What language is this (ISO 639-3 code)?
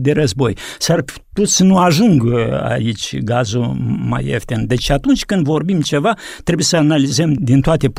ron